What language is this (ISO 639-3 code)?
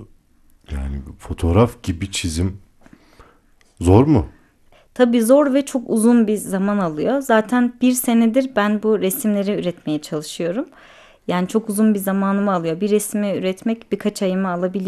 tur